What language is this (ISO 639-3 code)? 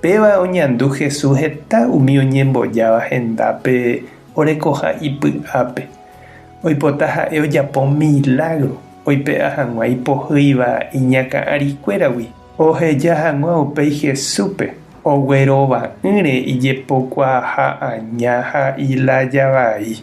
grn